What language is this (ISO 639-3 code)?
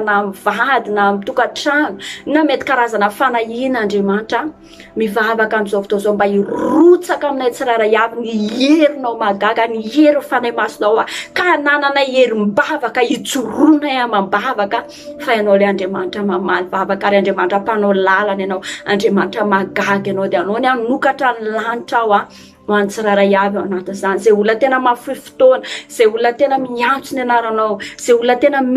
mlg